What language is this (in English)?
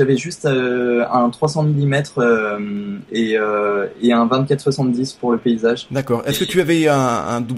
French